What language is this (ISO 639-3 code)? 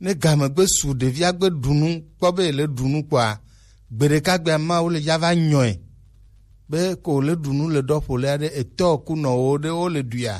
gej